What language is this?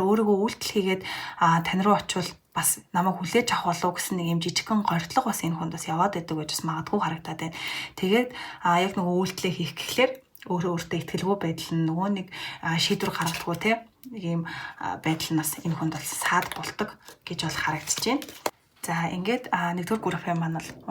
Mongolian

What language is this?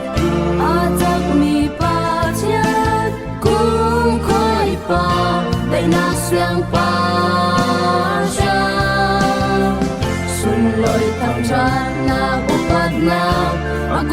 Falam Chin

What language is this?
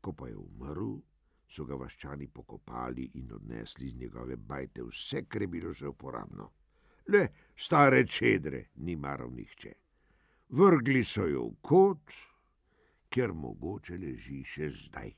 Slovenian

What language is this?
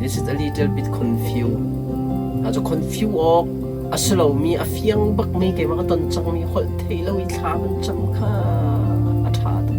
Hakha Chin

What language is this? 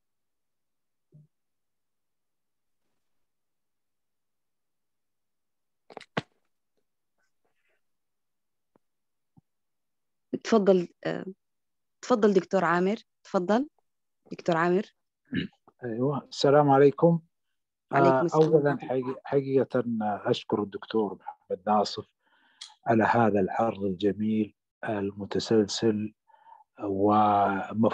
Arabic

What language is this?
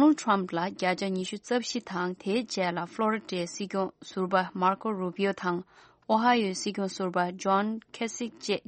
Tibetan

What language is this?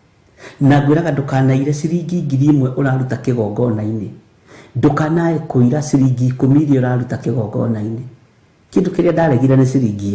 Kikuyu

